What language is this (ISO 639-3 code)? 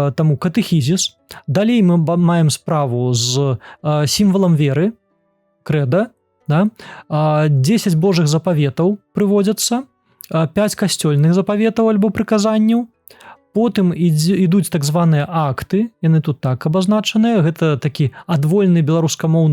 bel